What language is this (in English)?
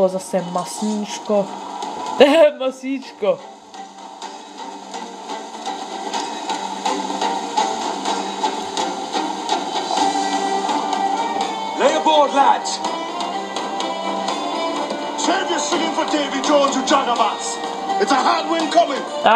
Czech